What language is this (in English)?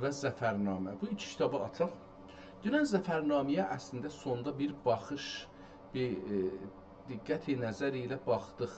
South Azerbaijani